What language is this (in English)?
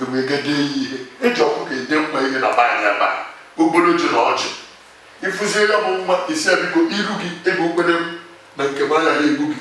Igbo